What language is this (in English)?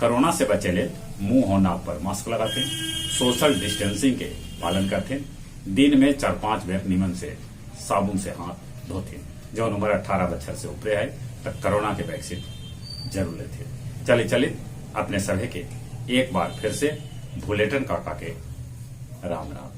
Magahi